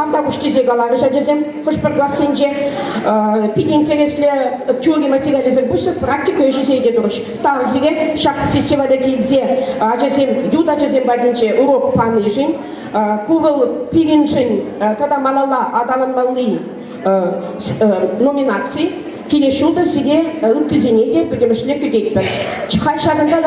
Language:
Chuvash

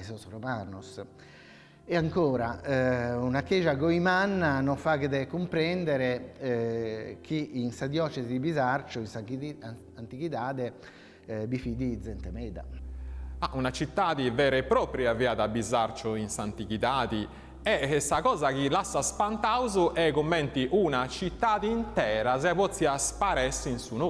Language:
Sardinian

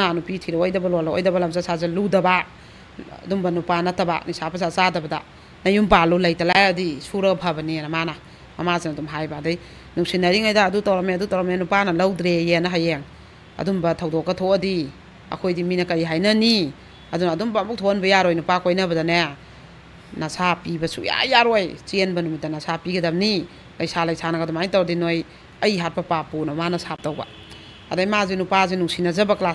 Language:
Manipuri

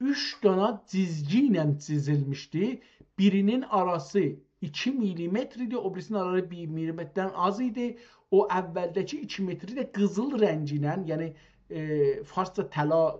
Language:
South Azerbaijani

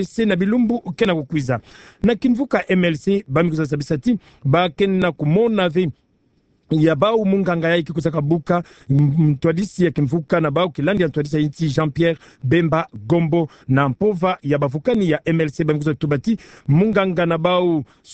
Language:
Kituba (Democratic Republic of Congo)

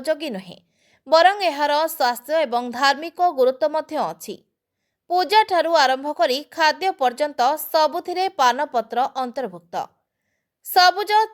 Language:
Odia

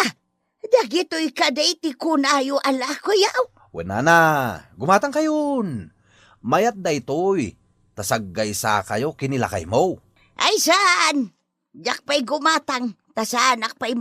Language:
Iloko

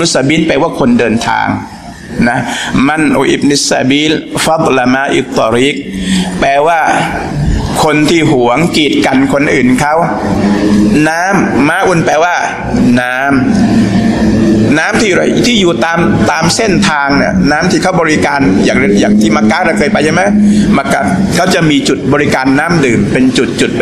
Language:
Thai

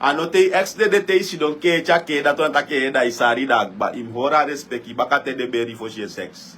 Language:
Sranan Tongo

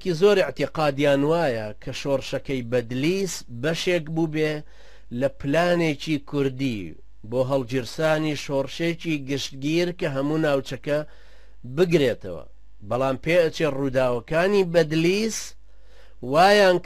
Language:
Central Kurdish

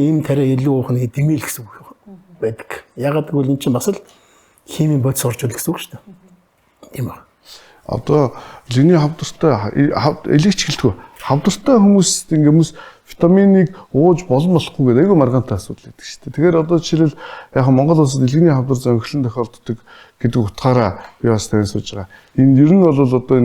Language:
Mongolian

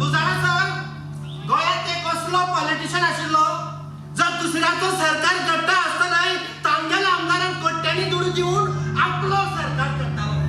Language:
Konkani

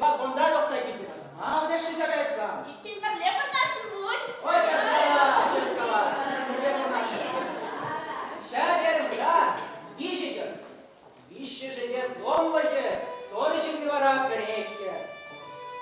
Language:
Chuvash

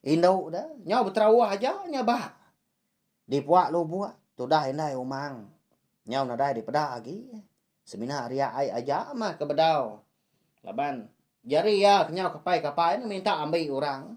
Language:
Iban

